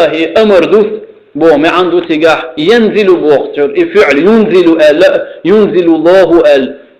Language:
Chechen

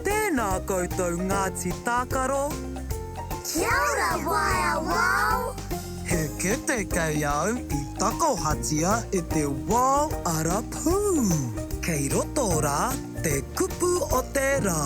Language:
Māori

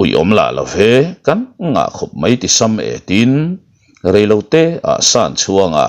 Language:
Mizo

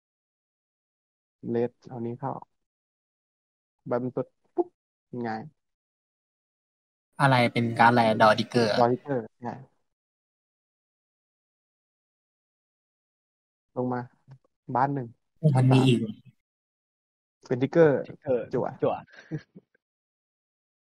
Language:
Thai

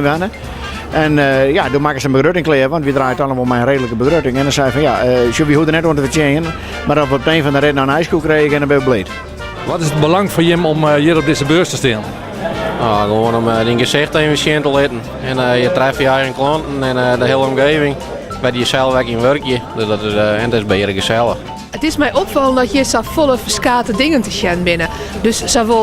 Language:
Western Frisian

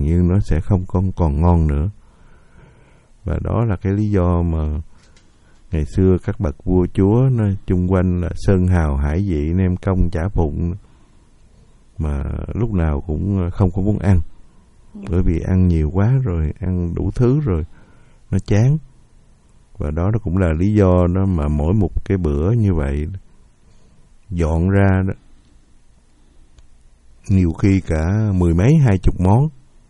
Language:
Vietnamese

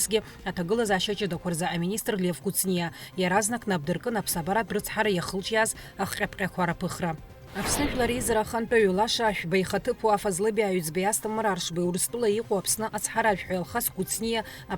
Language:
Abkhazian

